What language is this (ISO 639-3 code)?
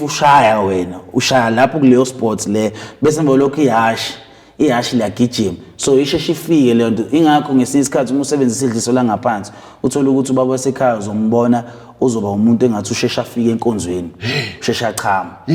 zul